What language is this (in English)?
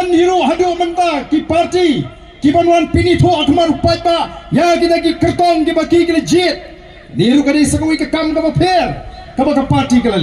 Khasi